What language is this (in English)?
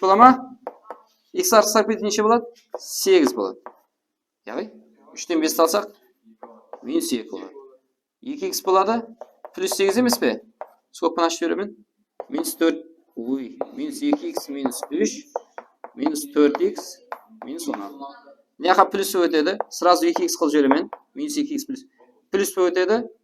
Kara-Kalpak